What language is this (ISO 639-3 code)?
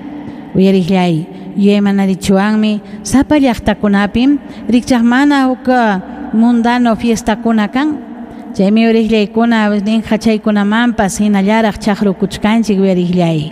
quy